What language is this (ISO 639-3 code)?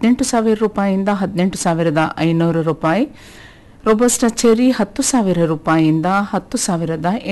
kan